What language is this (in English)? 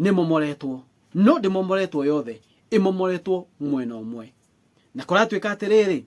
Kikuyu